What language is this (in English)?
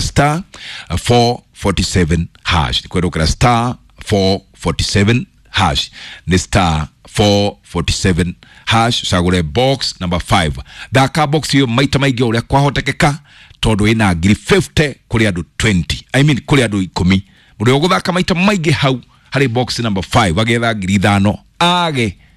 Kikuyu